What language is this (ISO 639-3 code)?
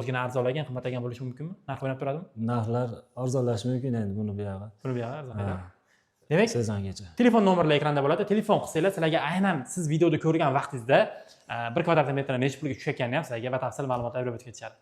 uzb